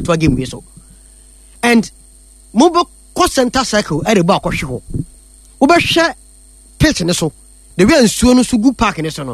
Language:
Akan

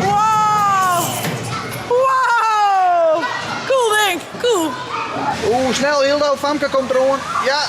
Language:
Western Frisian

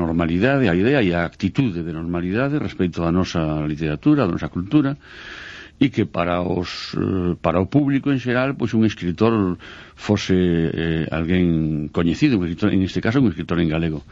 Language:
Galician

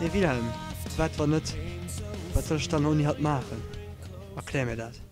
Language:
Luxembourgish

